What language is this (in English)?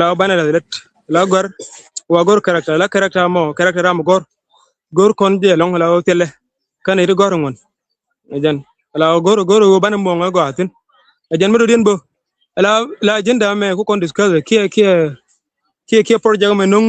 Nuer